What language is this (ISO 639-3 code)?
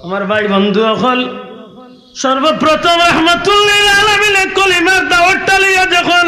syl